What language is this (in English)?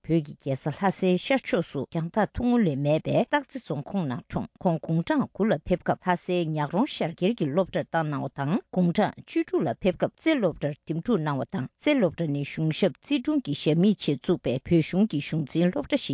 Tibetan